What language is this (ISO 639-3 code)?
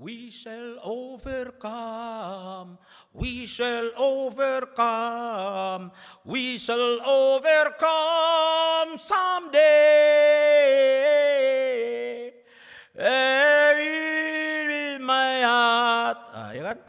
bbc